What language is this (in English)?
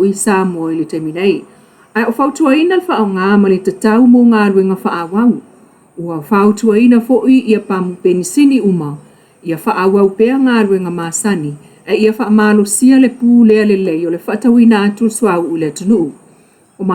Samoan